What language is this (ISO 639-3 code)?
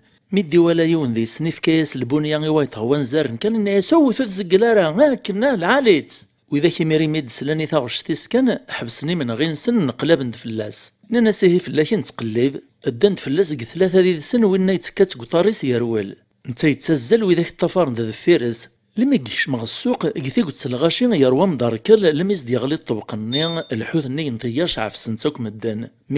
kab